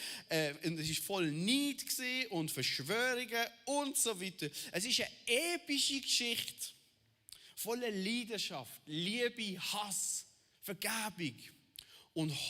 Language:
Swiss German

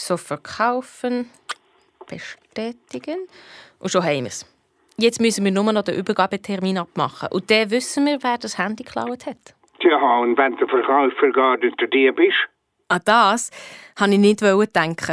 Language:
Swiss German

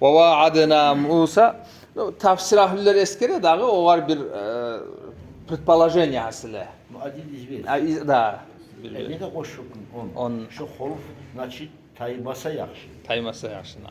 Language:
Kumyk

